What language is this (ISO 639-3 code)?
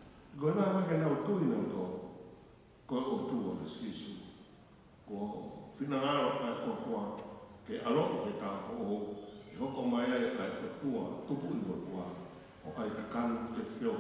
ton